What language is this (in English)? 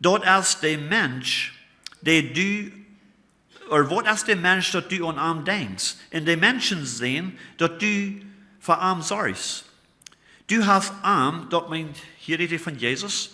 Plautdietsch